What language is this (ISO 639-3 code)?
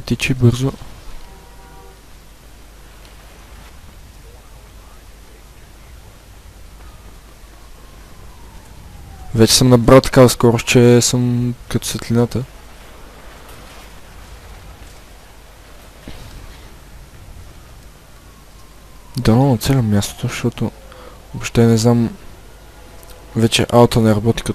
bul